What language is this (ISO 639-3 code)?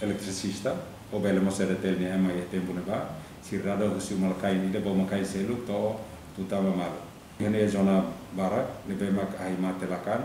tet